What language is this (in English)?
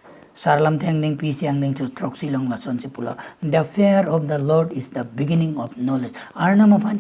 Karbi